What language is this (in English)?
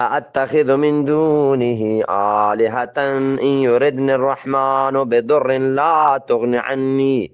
Eastern Balochi